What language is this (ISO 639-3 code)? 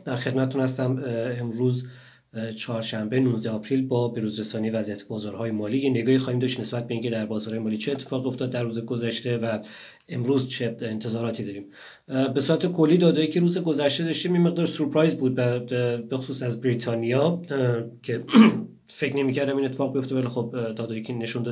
fas